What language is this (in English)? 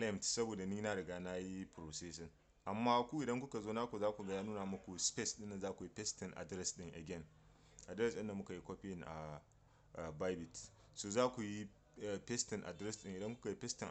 Hausa